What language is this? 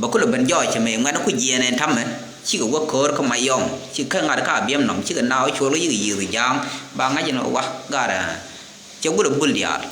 Nuer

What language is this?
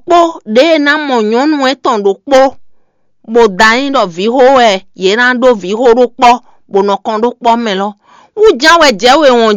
Fon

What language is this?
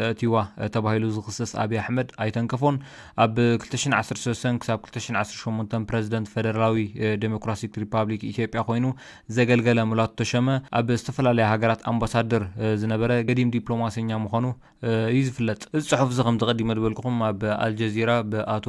Tigrinya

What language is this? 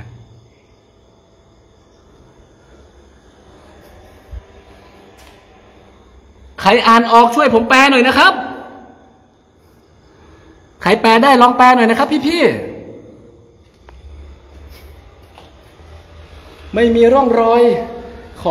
Thai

